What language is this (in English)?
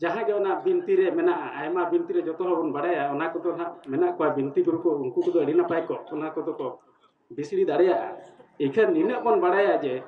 Santali